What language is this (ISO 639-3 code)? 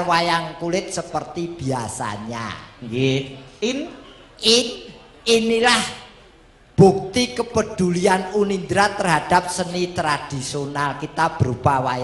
jav